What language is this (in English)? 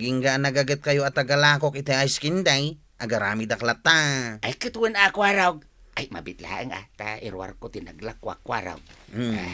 Iloko